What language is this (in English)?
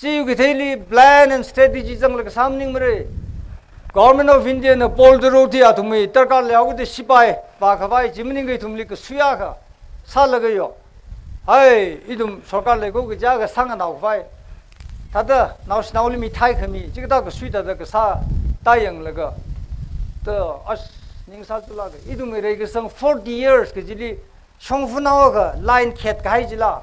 Tangkhul Naga (India)